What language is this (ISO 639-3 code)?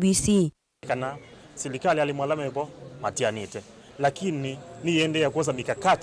kam